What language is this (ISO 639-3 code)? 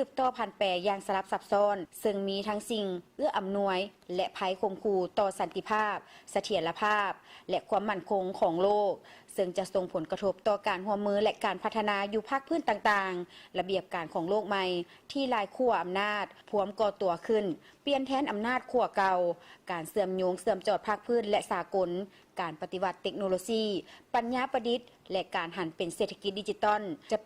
lao